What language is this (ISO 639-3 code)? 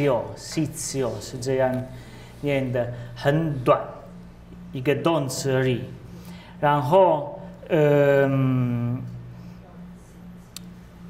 zho